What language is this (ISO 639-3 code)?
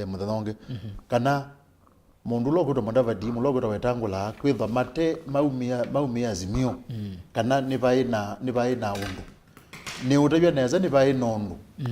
kam